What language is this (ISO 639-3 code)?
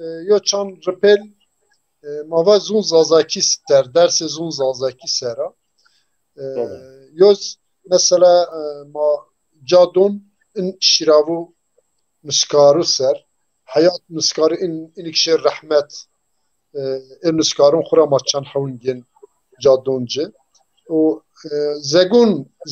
zza